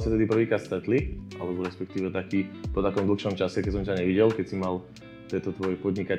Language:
Slovak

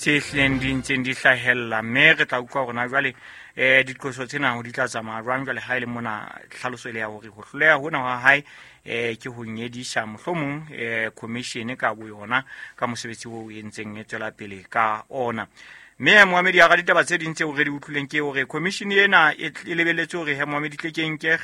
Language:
Southern Sotho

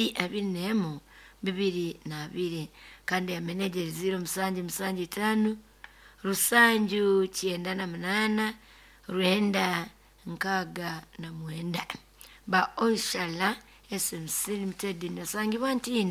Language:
Nyoro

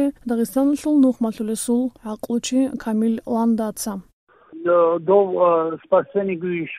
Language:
Avaric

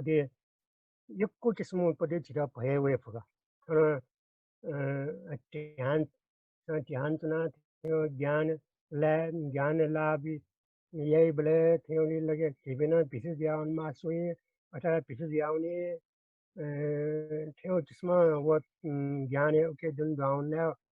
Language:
Newari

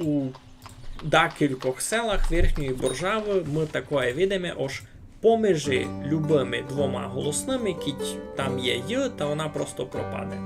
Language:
Rusyn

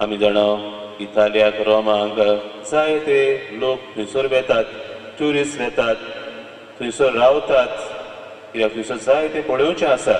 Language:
Konkani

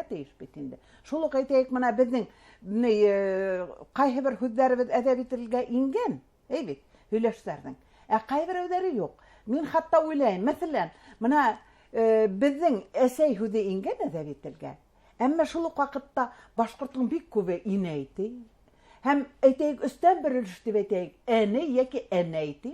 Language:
Bashkir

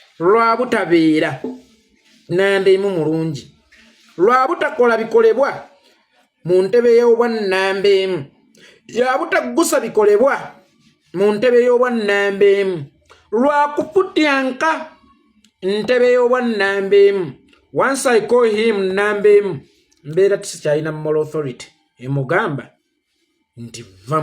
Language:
Ganda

